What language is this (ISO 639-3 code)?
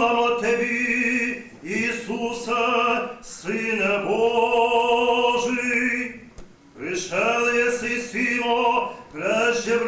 rue